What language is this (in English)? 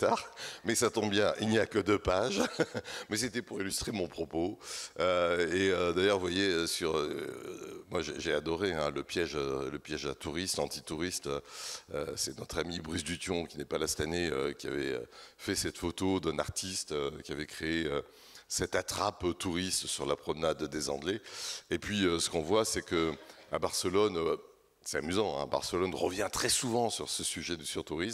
French